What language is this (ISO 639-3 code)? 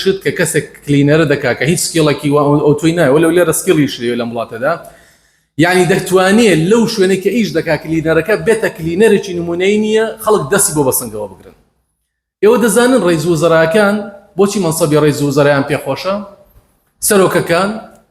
ckb